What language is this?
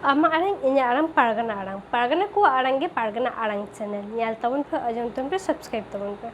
Santali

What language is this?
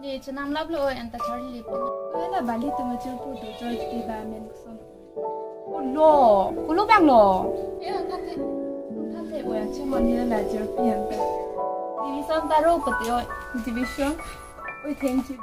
Karbi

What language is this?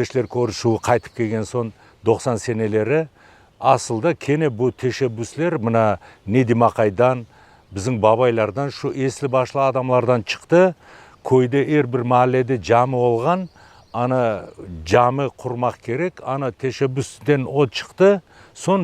Crimean Tatar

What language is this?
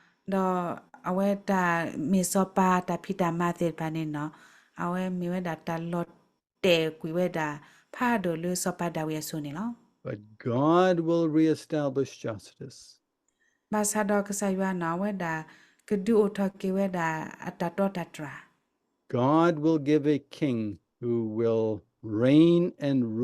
S'gaw Karen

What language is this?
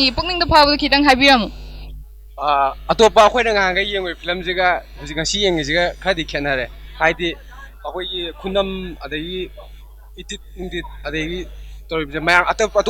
Manipuri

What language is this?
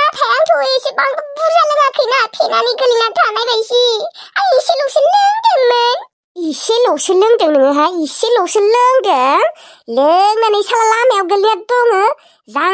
Bodo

